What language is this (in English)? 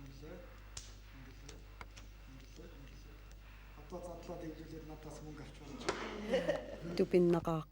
Kalaallisut